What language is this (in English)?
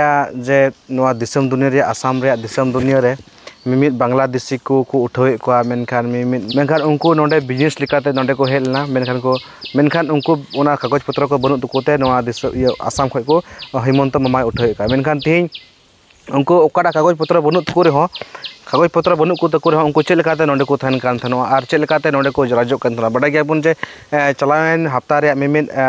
Santali